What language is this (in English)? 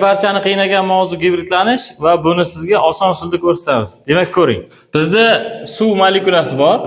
Uzbek